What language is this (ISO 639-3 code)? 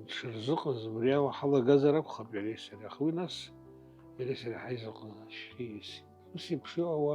abk